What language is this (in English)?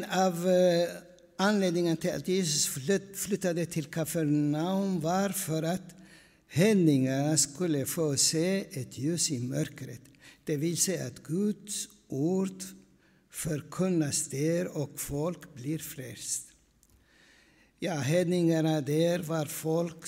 Swedish